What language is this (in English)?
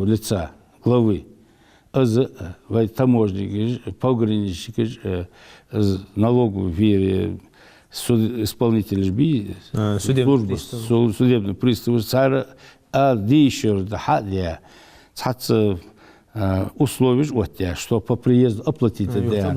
Ingush